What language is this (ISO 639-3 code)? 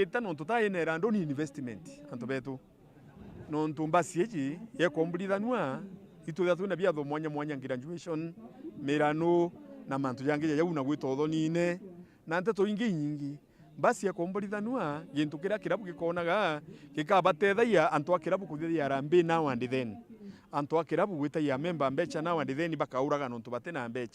mer